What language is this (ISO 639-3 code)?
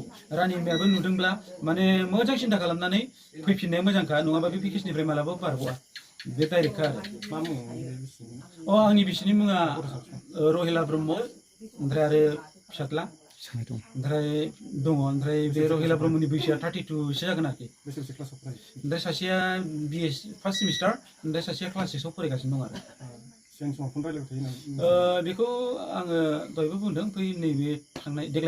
brx